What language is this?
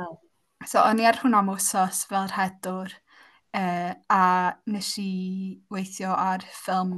Welsh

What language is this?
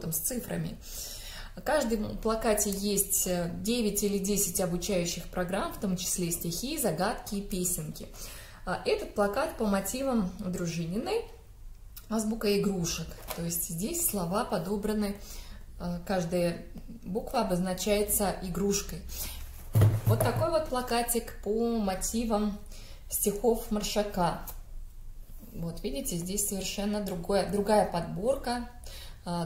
Russian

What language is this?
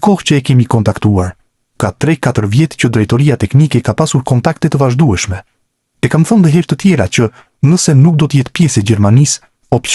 Albanian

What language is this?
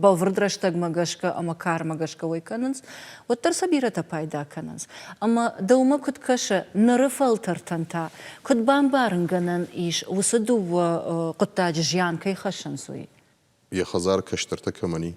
Ossetic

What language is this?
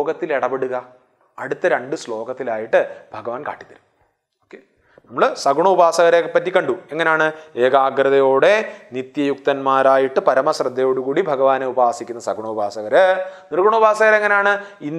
Malayalam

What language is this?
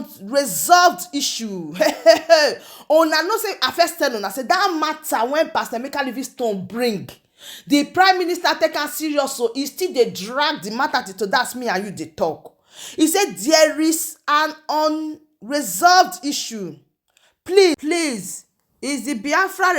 Nigerian Pidgin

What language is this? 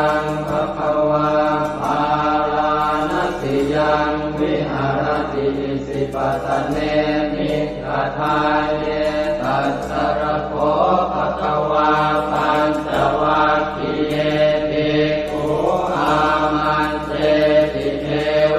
Pali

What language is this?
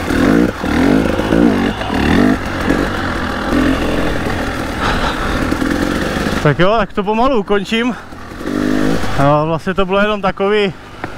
Czech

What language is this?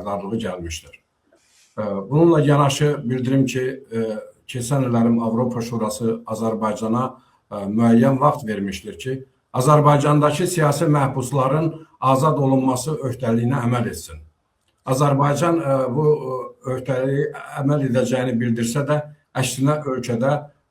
Azerbaijani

